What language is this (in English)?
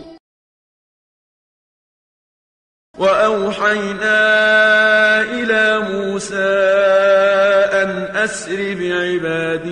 Arabic